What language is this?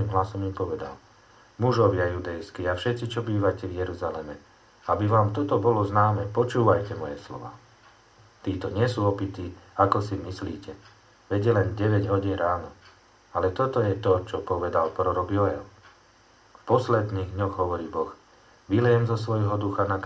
Slovak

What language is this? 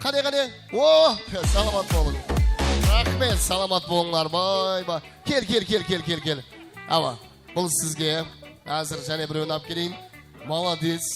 Kara-Kalpak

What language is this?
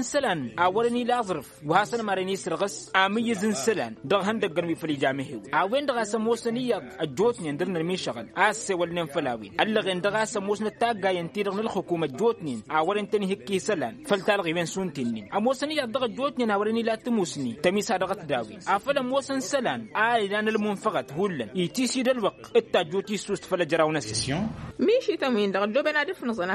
Tamasheq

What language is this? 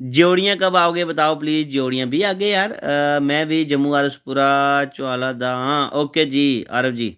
Dogri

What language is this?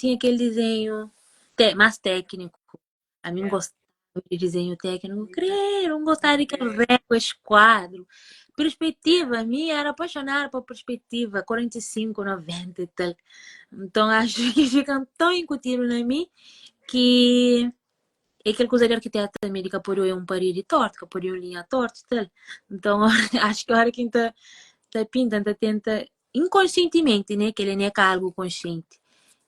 Kabuverdianu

